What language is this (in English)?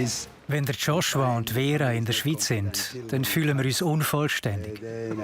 Swiss German